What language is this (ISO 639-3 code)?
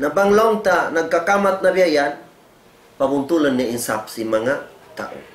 tsg